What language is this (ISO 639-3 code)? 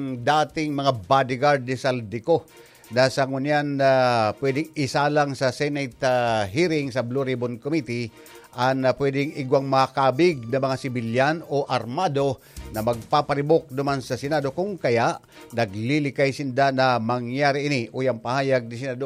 bik